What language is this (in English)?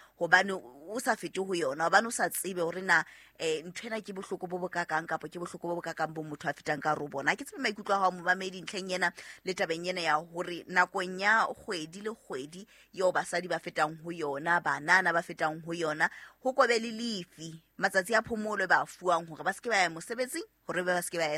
Southern Sotho